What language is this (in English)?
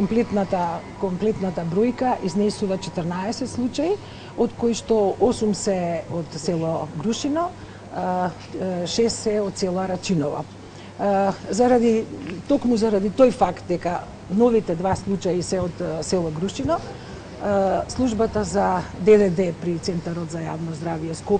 Macedonian